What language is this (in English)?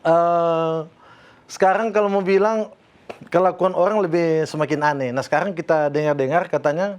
Manado Malay